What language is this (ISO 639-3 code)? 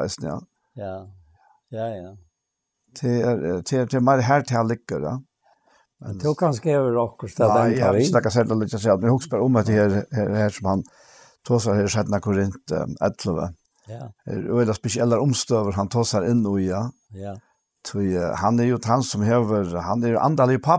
fao